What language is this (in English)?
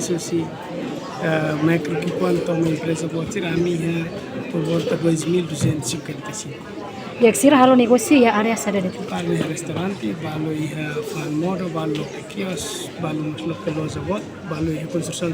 Tetum